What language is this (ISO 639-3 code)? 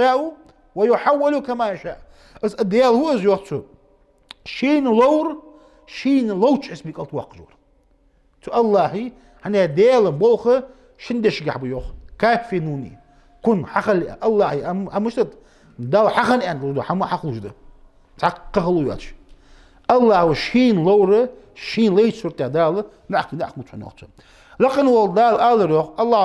inh